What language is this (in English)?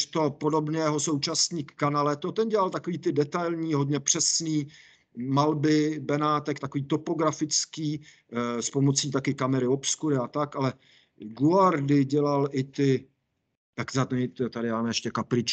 Czech